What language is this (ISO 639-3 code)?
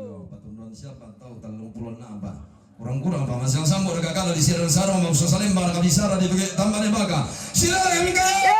sda